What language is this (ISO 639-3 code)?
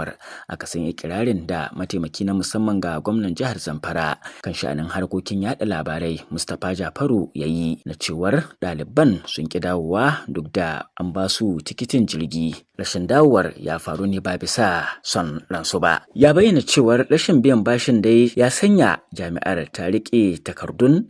hau